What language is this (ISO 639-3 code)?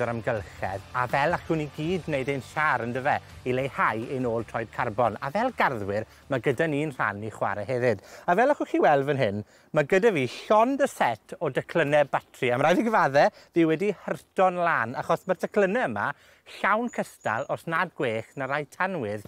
cym